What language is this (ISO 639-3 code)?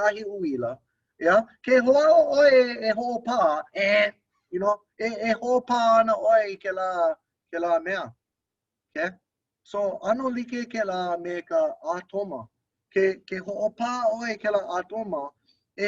haw